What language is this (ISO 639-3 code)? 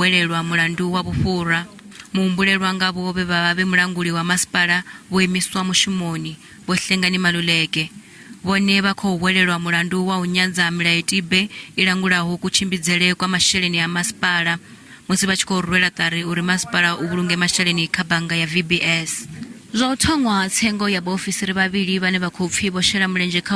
ven